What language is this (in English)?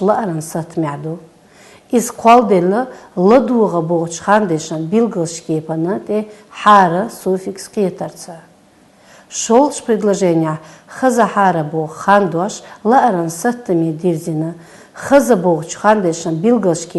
Chechen